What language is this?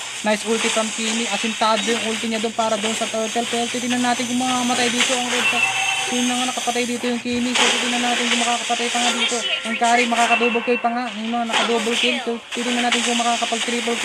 Filipino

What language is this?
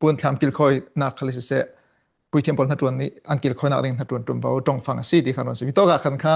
Falam Chin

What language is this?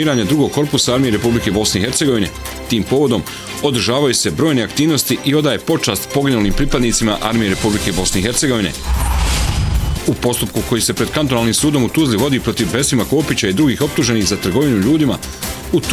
Bosnian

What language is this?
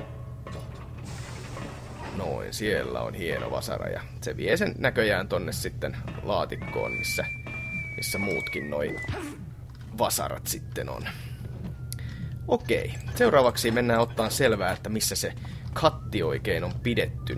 Finnish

